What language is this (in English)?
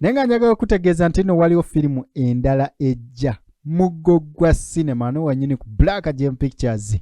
Ganda